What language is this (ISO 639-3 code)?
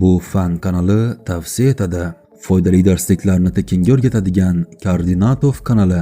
uzb